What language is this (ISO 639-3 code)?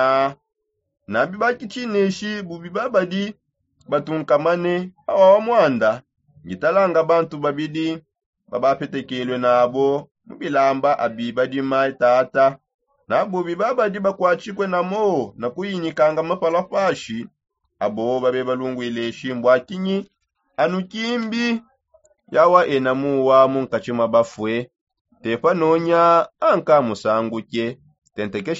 sop